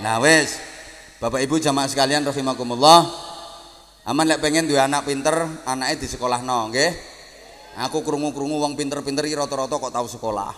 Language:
Javanese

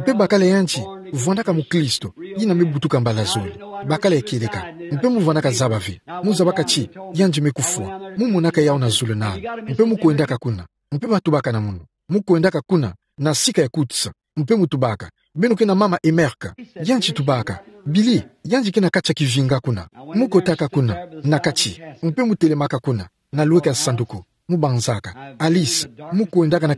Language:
Kituba (Democratic Republic of Congo)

